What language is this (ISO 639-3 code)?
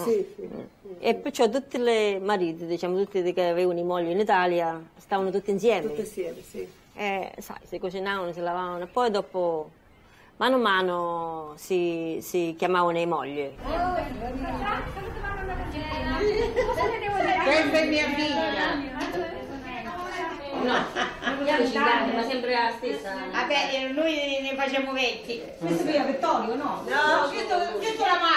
ita